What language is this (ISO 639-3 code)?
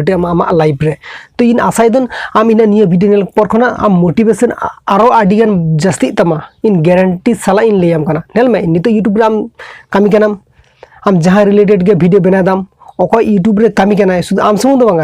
sat